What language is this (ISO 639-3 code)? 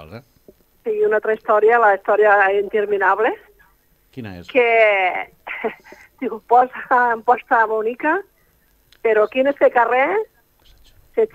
cat